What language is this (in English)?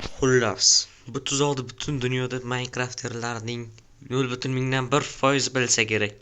Uzbek